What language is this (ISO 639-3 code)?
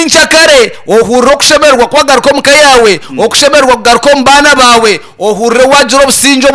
nyn